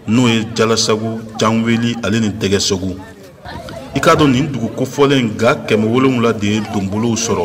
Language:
Bambara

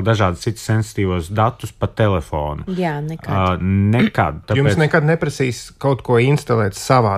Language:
Latvian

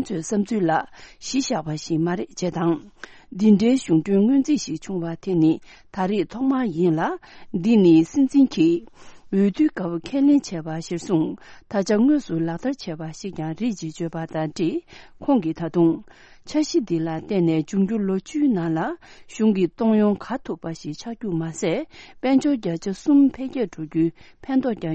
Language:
Tibetan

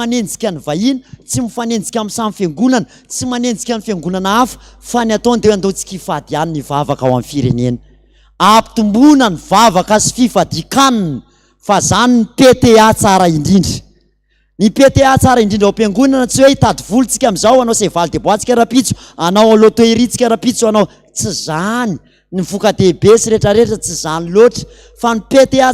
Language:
Malagasy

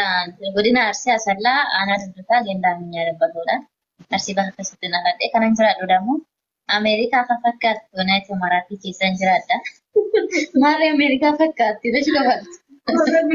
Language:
Oromo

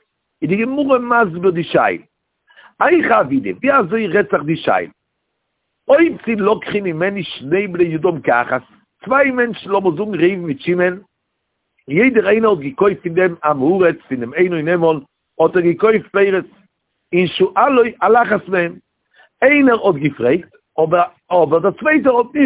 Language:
Yiddish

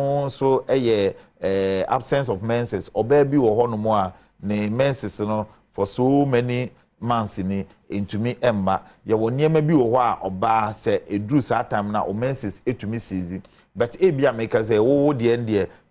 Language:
Akan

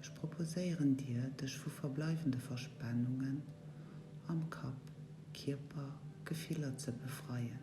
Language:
Luxembourgish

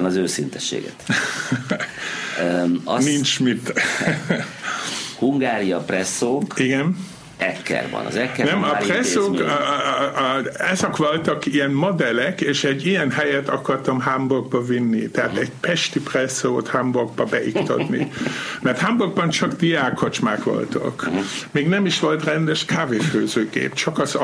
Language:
Hungarian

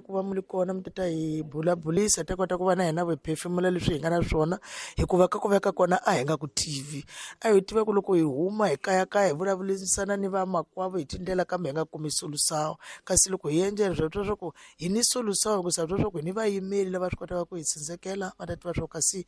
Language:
Tsonga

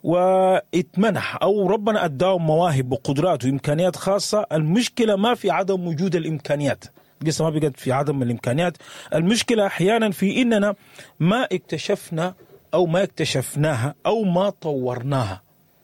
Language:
Sudanese Arabic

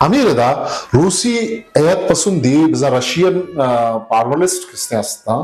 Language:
Eastern Balochi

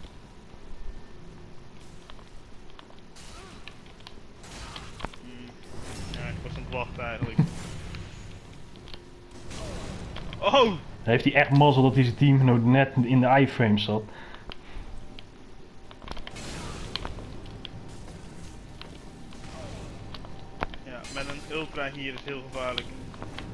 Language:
Dutch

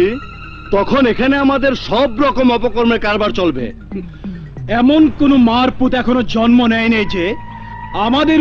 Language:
Bangla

